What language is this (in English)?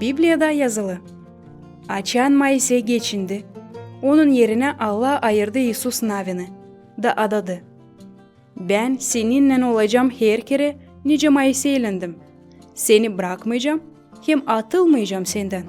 Gagauz